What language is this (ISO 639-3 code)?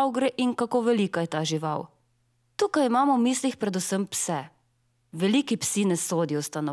slv